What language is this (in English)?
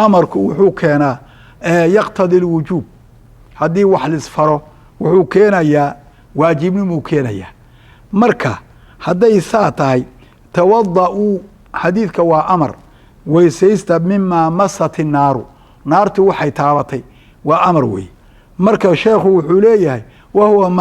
Somali